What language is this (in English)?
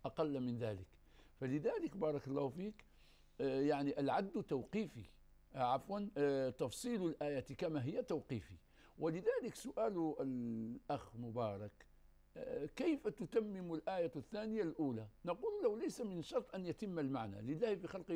Arabic